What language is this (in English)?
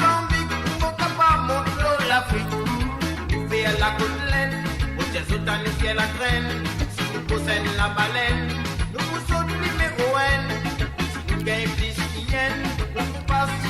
Morisyen